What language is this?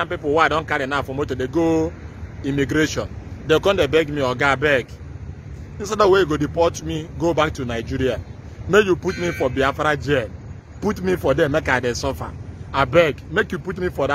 Nigerian Pidgin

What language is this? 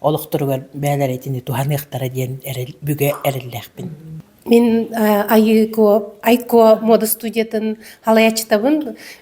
Yakut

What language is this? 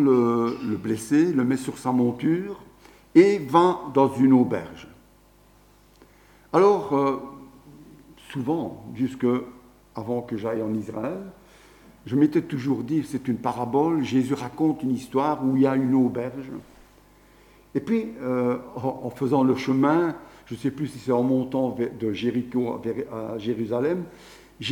French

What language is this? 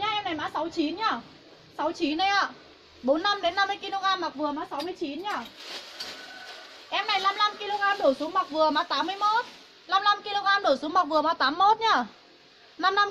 Vietnamese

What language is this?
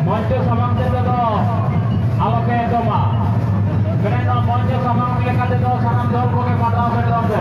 Santali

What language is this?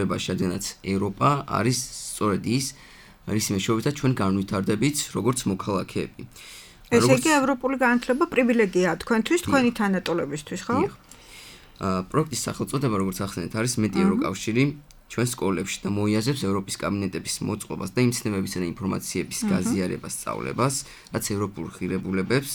Georgian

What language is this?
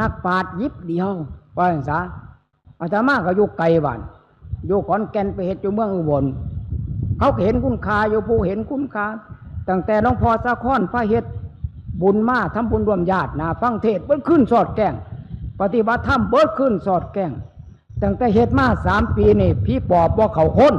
Northeastern Thai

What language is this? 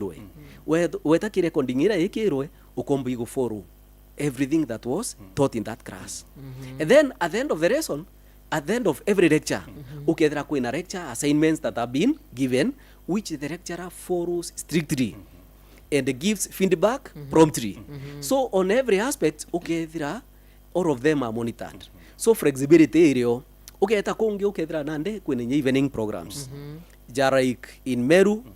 Meru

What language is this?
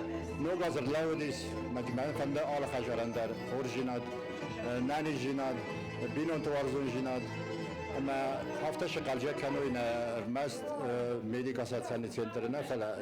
Ossetic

